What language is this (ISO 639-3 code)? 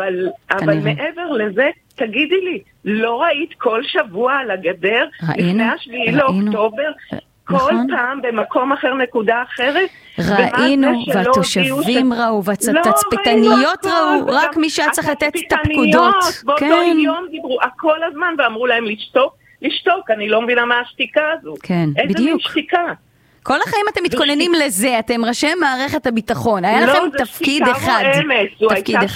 heb